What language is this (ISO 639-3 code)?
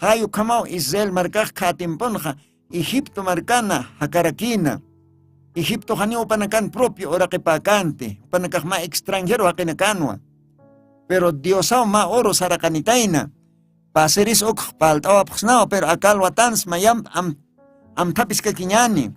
aym